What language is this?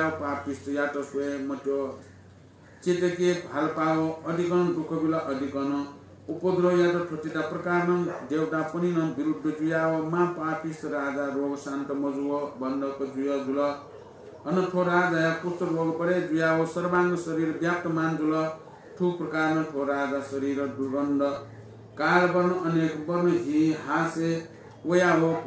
Newari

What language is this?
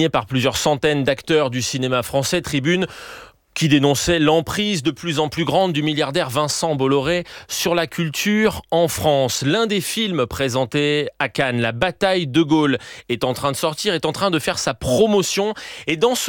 French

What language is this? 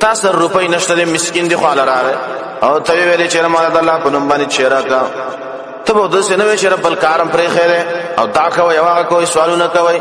Pashto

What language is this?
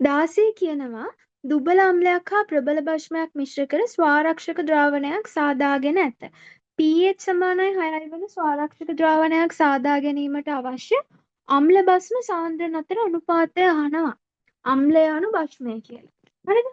Sinhala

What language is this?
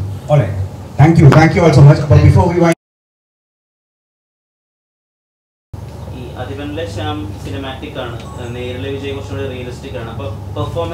Malayalam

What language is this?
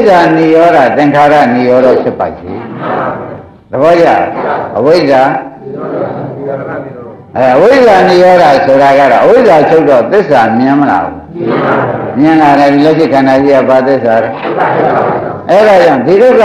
Burmese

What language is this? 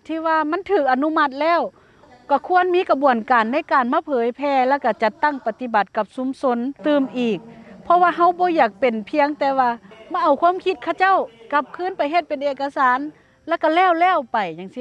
Lao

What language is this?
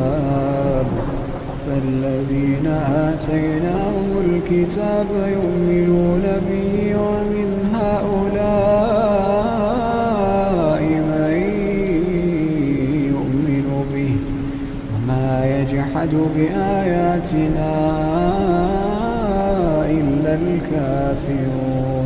Arabic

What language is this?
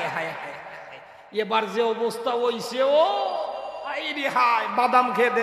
Sylheti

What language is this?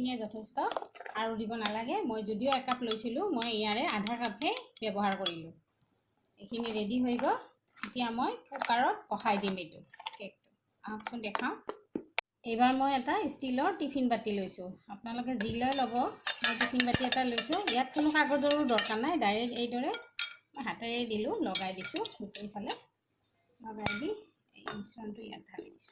Assamese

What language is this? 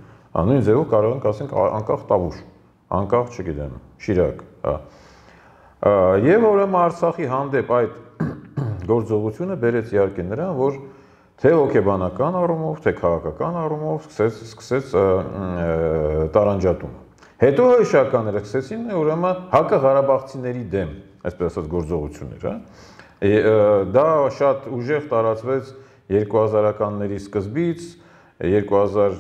Armenian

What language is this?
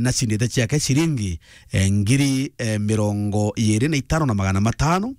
Meru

